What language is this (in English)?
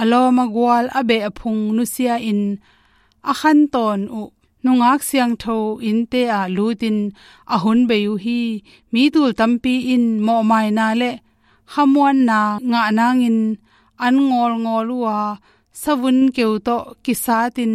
Tedim Chin